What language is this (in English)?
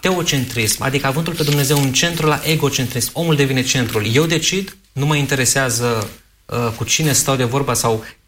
Romanian